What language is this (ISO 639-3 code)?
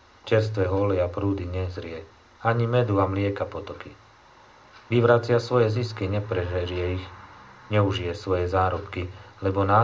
slk